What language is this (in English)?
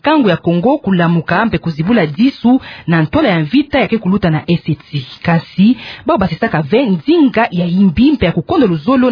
Kituba (Democratic Republic of Congo)